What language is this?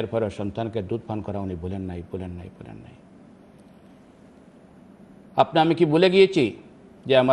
Bangla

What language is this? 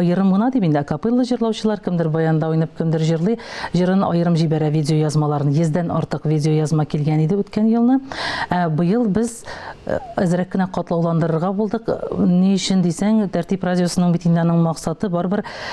Tatar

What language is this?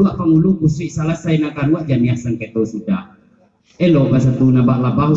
Minangkabau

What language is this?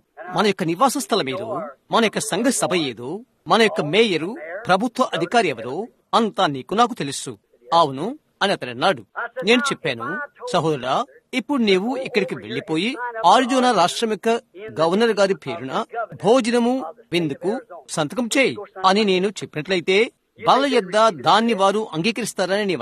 Telugu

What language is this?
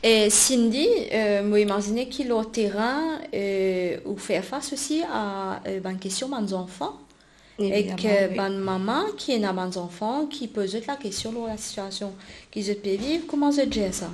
Morisyen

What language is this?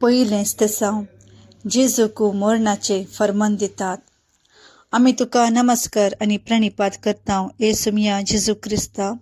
Konkani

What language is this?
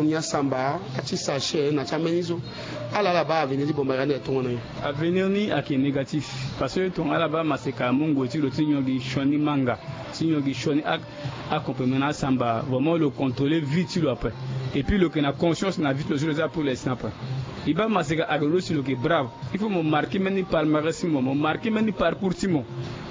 Sango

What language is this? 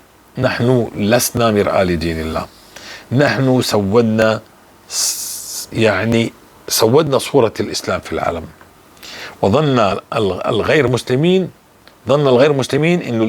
North Levantine Arabic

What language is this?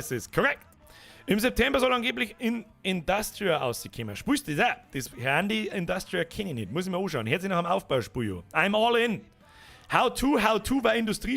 Bavarian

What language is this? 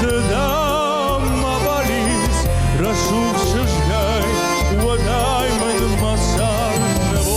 Ossetic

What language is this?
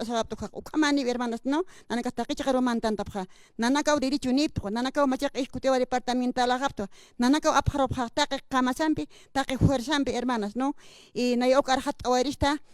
Aymara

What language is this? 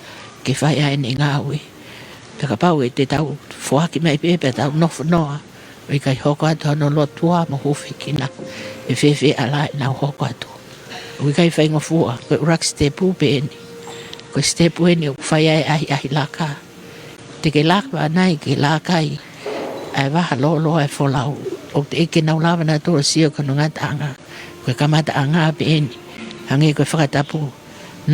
Tongan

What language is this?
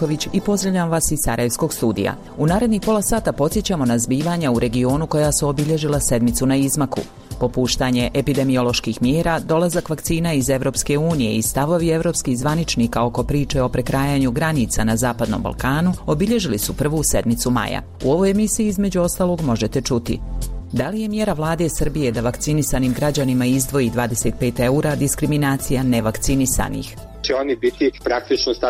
Bosnian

